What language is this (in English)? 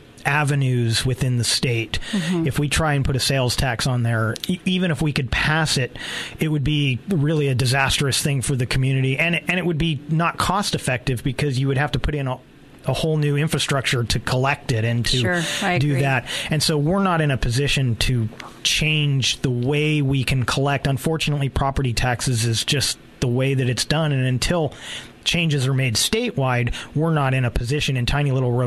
English